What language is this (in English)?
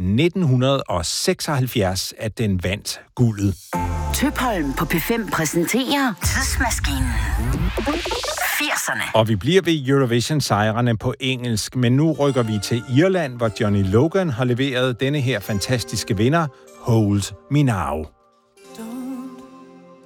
Danish